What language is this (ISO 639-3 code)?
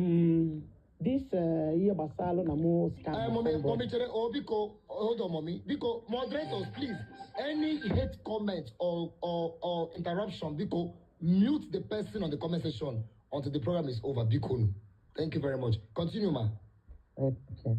ibo